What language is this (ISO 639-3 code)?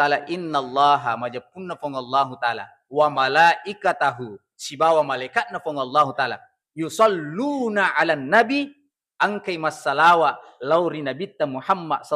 bug